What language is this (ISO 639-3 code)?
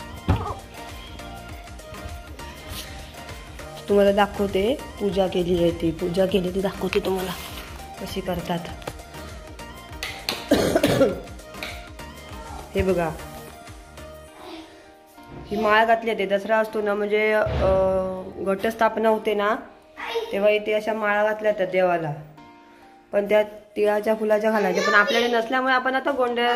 mar